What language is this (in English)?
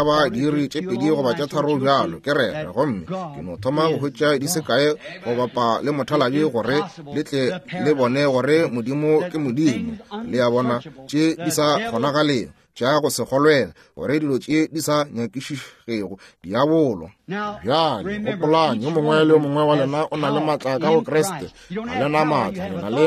Northern Sotho